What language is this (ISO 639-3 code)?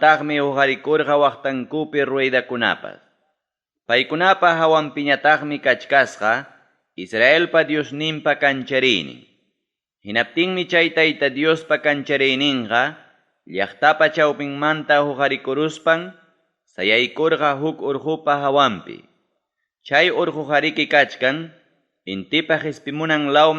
quy